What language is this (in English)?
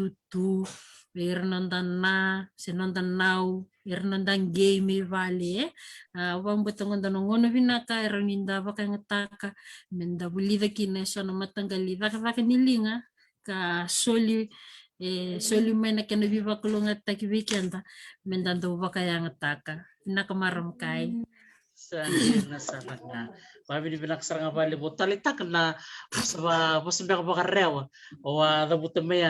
Fijian